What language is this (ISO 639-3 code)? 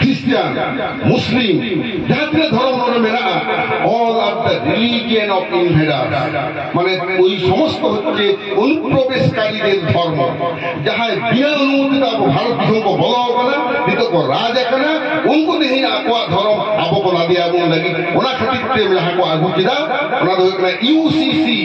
sat